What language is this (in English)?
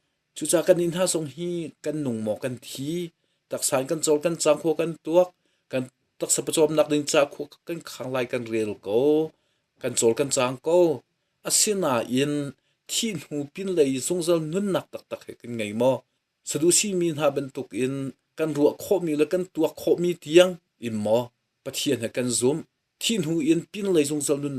Hakha Chin